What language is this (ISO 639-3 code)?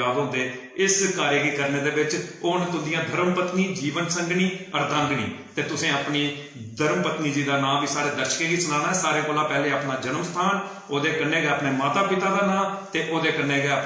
doi